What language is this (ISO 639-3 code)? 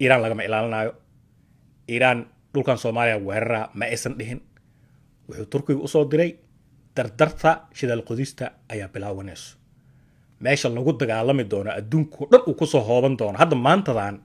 som